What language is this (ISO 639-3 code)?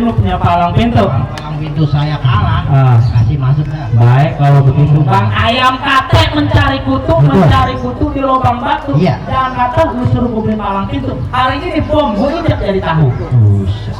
bew